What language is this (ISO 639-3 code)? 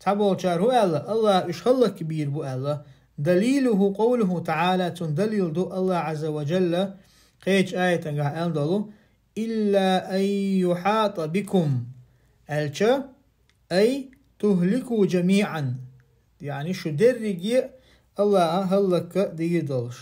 che